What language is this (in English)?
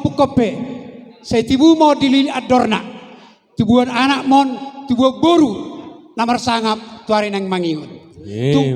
Batak Toba